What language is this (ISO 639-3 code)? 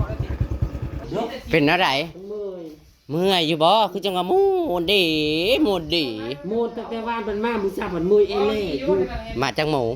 tts